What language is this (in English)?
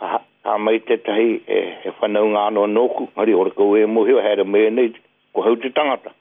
Māori